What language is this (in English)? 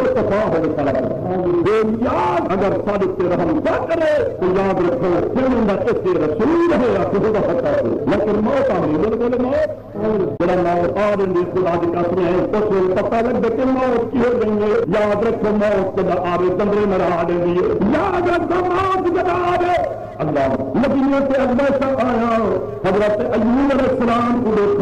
Saraiki